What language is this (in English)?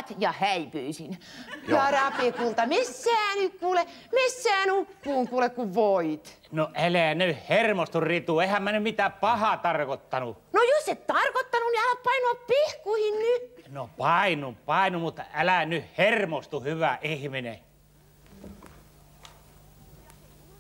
Finnish